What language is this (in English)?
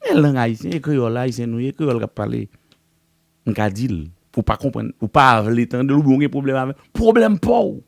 Haitian Creole